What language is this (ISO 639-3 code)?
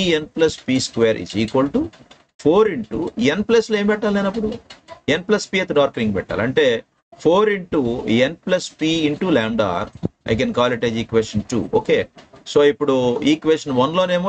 tel